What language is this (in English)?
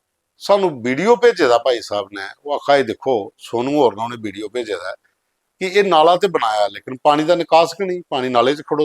Dogri